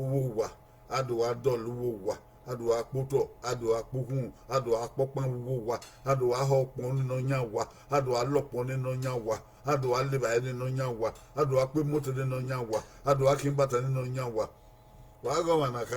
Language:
Bini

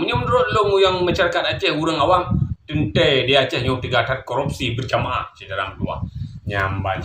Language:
Achinese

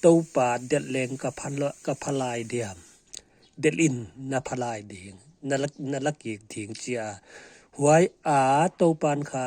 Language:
Paite Chin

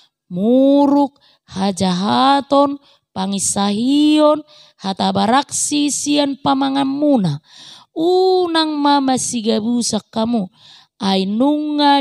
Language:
Batak Toba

